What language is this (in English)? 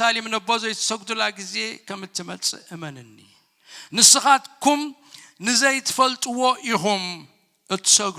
Tigrinya